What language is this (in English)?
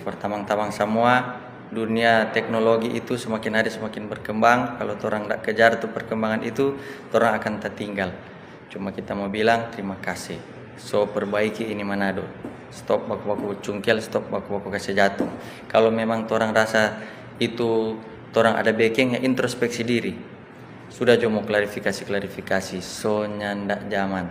Manado Malay